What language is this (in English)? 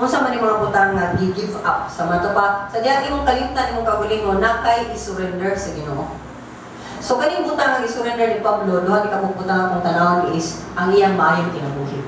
Cebuano